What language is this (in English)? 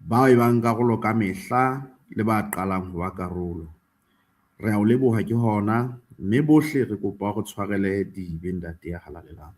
Southern Sotho